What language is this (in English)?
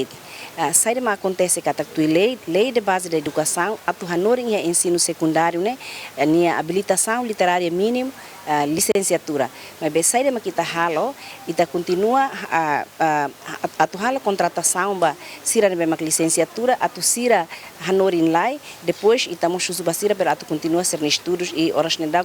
Tetum